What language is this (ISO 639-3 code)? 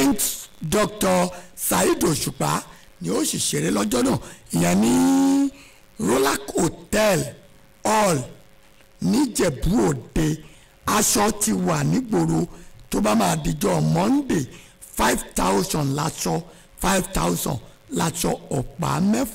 yor